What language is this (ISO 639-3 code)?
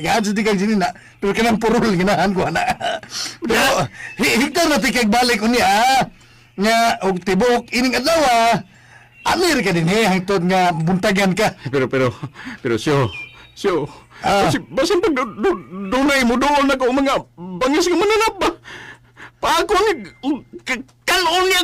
ceb